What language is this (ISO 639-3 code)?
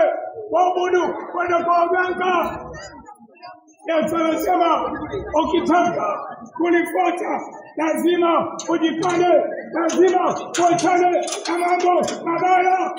swa